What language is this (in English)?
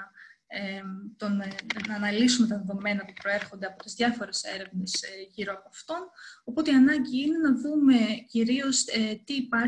Greek